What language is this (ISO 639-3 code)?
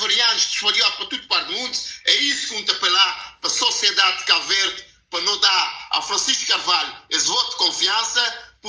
kea